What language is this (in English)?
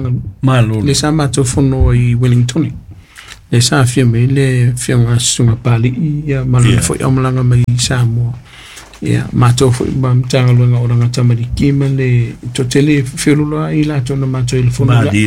Samoan